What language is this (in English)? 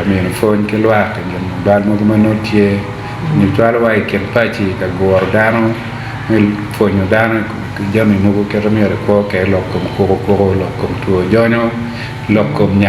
Acoli